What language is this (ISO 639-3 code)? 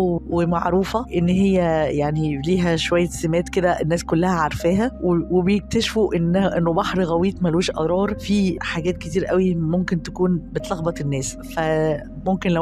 arz